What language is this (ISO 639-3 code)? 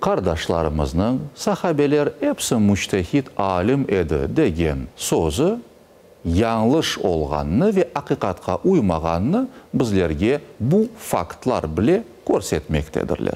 crh